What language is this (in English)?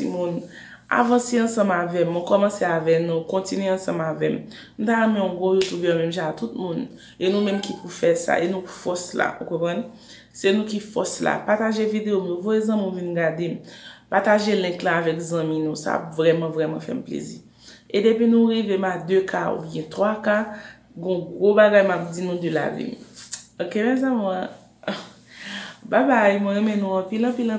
Haitian Creole